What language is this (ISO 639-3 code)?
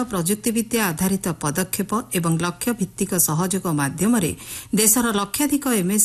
ori